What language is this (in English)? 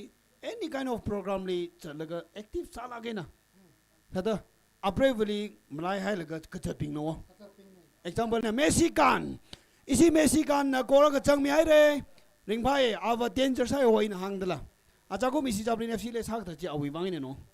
Tangkhul Naga (India)